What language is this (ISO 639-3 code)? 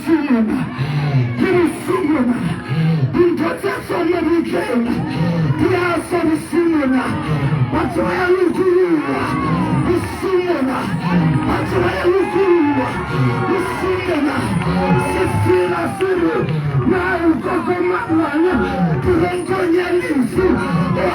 sot